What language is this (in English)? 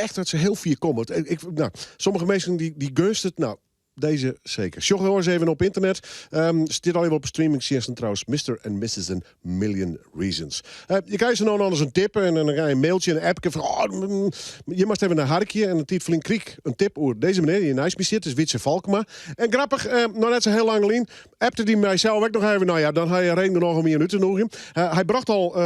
Western Frisian